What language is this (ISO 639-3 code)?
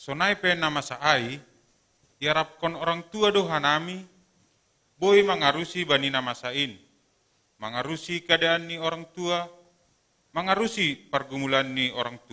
bts